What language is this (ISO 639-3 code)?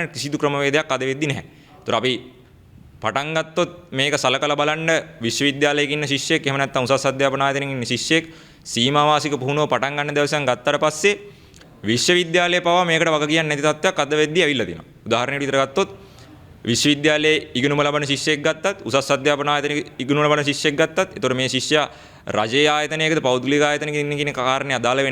sin